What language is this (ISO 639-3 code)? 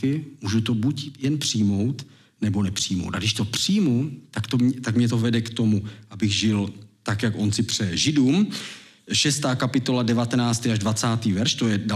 ces